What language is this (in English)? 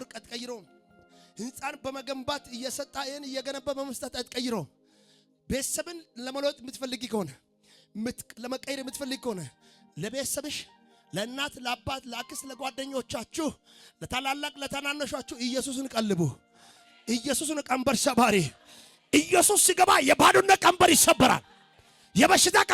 Amharic